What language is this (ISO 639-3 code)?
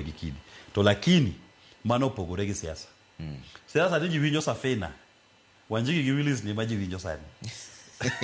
luo